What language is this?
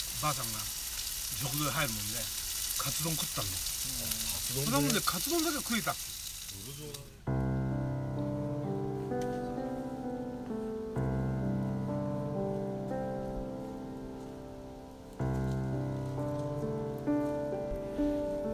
Japanese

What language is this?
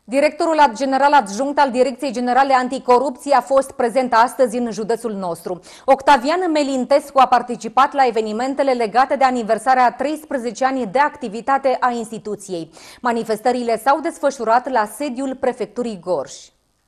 Romanian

